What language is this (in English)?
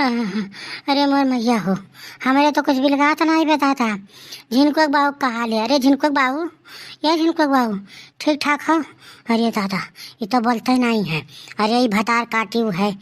Awadhi